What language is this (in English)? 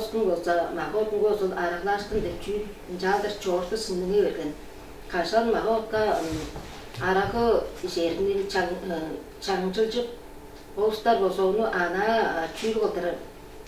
Tuvinian